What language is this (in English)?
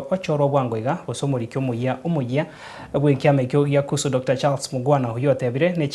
Gusii